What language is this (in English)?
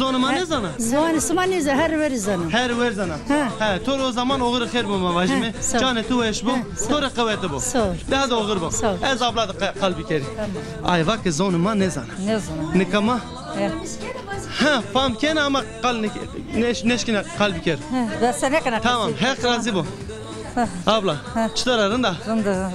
Zaza